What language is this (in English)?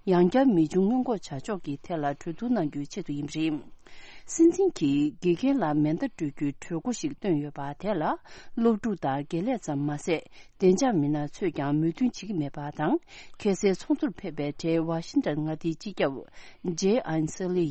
Tibetan